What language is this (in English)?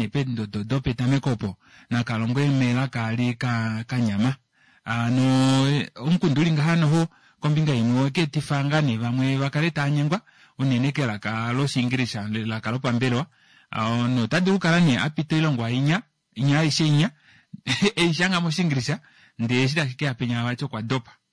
Kuanyama